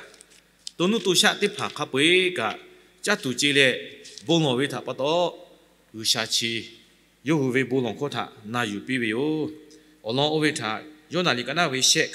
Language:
Lahu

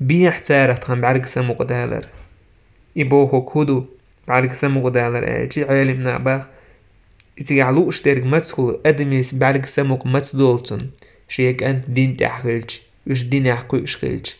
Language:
Chechen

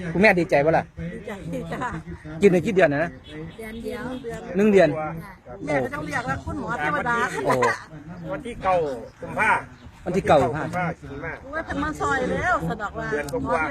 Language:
Northeastern Thai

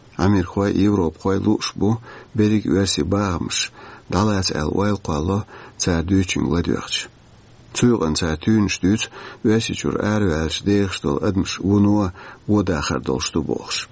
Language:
Chechen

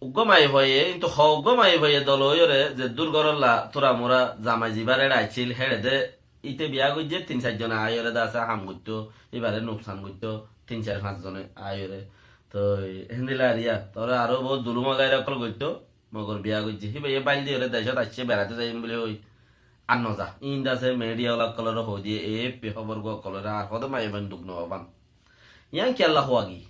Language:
Rohingya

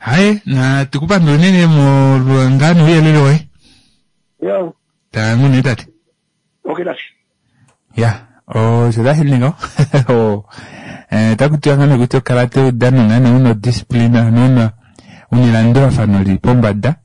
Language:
Kuanyama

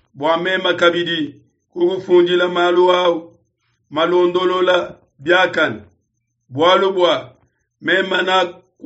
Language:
Luba-Lulua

